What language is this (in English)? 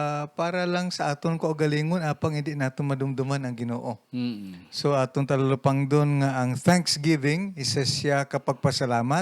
Hiligaynon